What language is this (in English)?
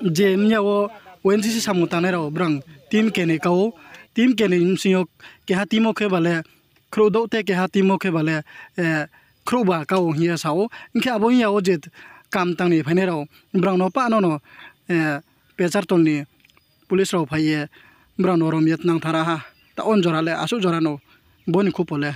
Riang (India)